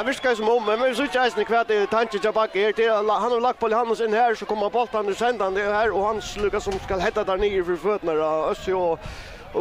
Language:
Faroese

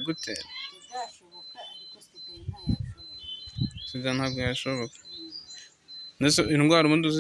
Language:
Kinyarwanda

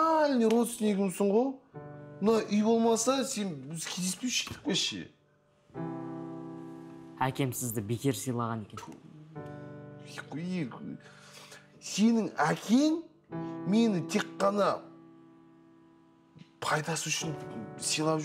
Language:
Kazakh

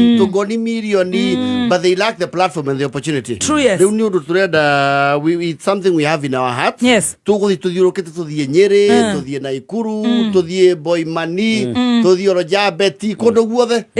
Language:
Kikuyu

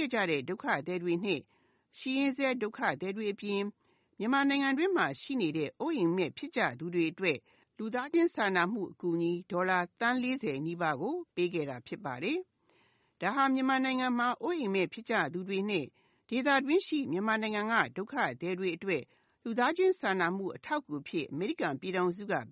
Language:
Burmese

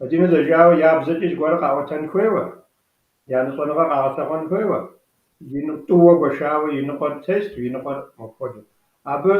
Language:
Kabardian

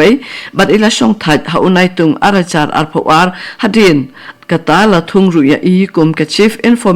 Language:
Khasi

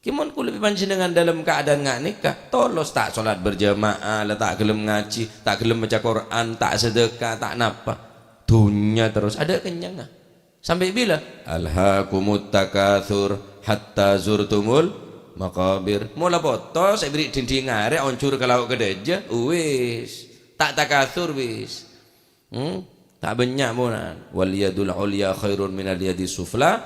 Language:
Madurese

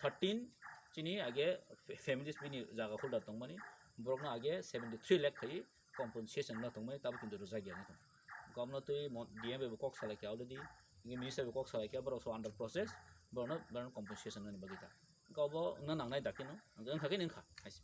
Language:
Kok Borok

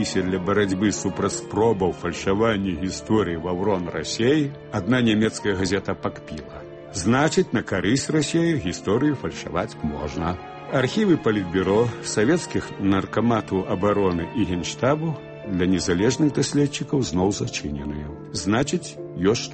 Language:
Belarusian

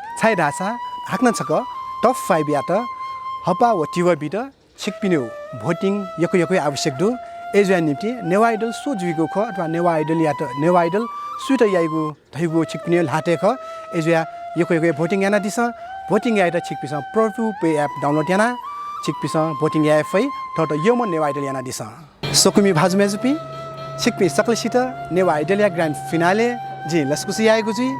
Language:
Newari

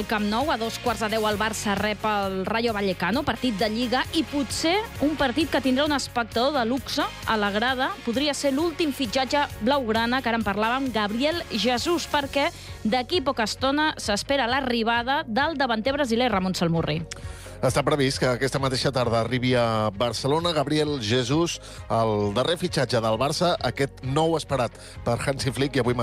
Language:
Catalan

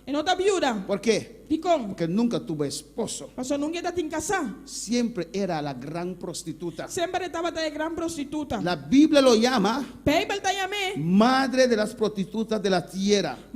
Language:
Papiamento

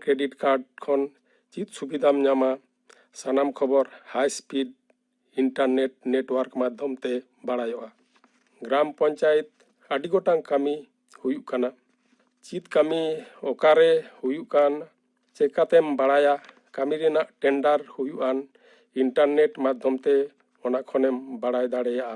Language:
Santali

